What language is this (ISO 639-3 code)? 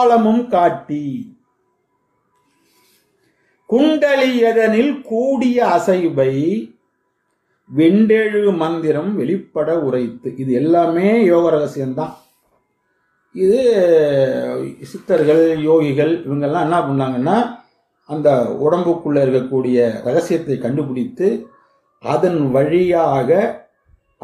tam